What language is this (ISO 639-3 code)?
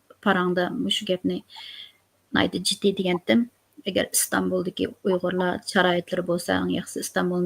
uig